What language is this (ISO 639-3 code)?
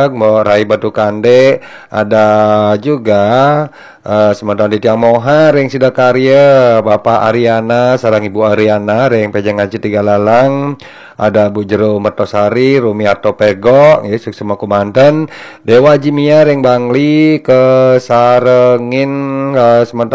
ban